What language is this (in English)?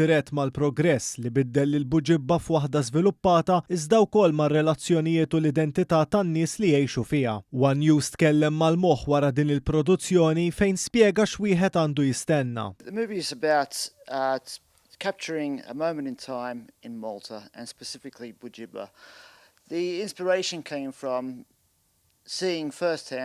Maltese